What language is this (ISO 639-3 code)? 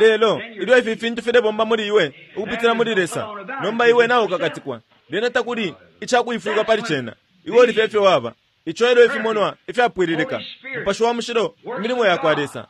bem